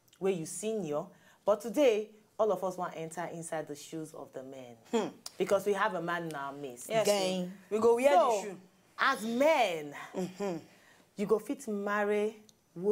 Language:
Nigerian Pidgin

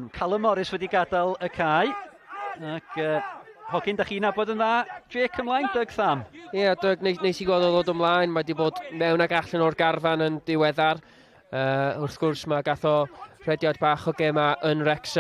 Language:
Welsh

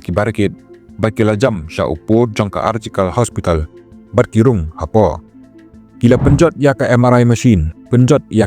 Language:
Khasi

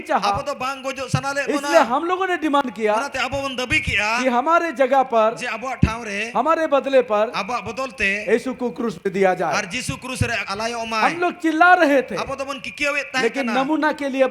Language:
Santali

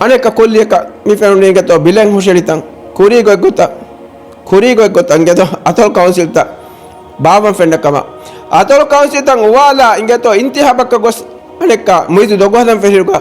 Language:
Divehi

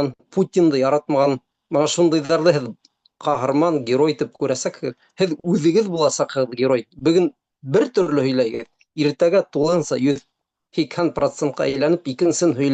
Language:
Bashkir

